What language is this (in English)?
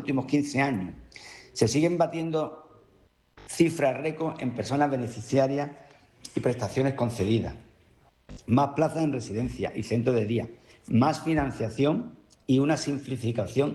Spanish